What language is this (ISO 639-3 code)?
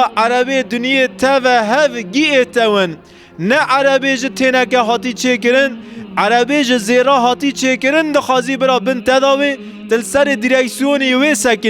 kur